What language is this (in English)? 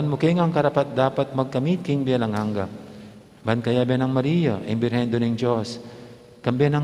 Pampanga